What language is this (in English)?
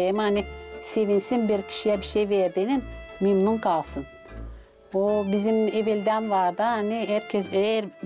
Gagauz